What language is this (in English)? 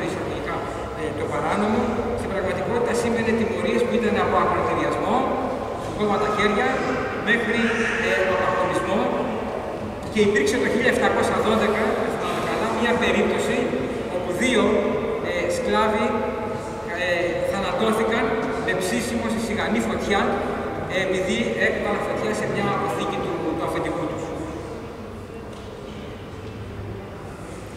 Greek